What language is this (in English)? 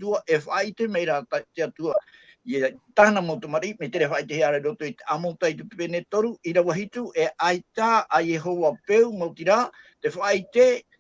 Tahitian